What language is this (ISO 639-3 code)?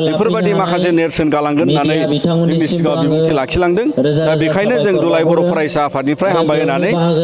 brx